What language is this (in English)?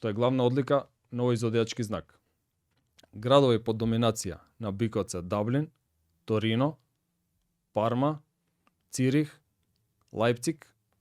Macedonian